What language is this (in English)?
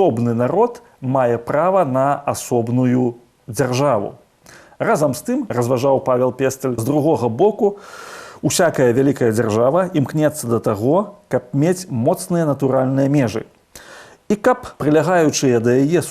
Belarusian